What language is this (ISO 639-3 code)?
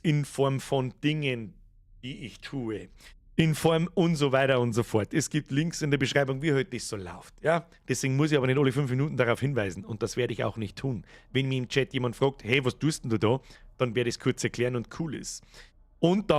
bar